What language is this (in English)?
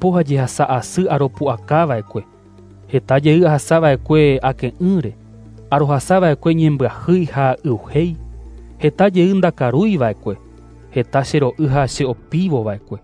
Guarani